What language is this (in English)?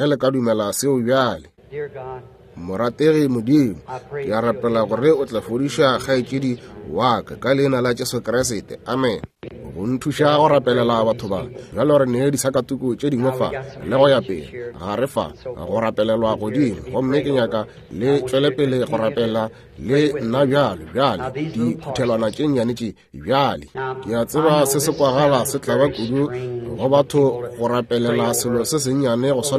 Northern Sotho